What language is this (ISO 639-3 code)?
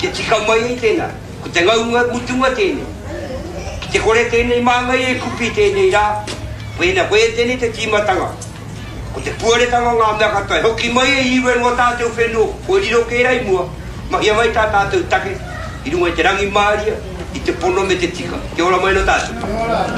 mri